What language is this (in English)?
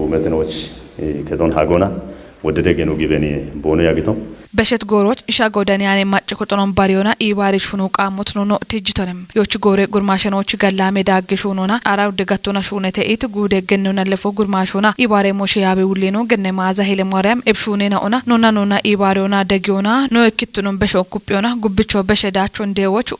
Kafa